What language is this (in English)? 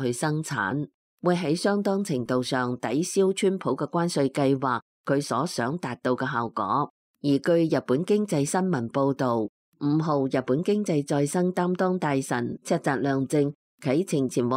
Cantonese